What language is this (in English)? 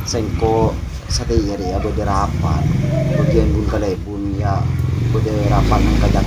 Madurese